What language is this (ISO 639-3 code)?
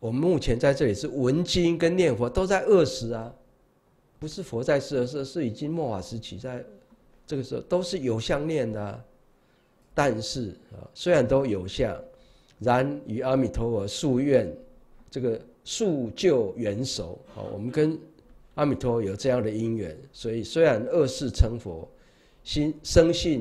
zho